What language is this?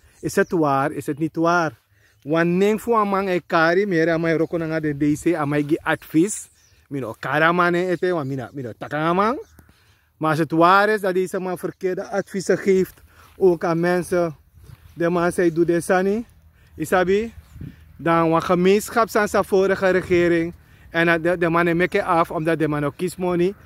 Sranan Tongo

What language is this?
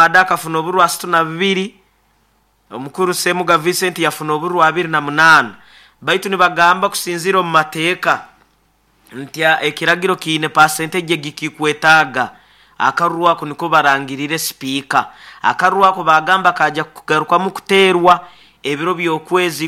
Nyoro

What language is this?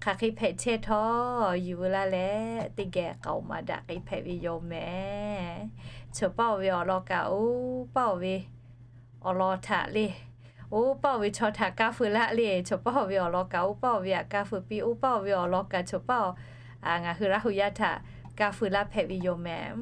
Lahu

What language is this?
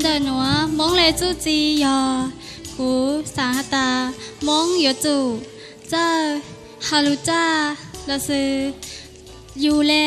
Hmong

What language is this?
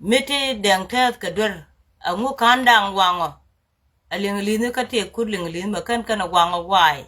Nuer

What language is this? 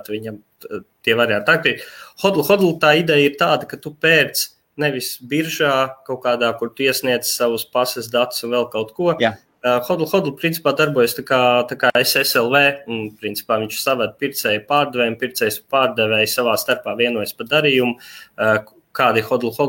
Latvian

